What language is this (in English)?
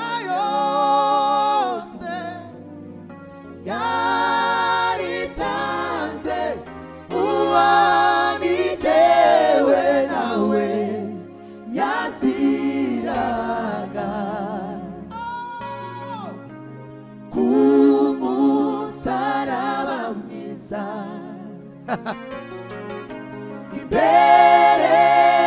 Kinyarwanda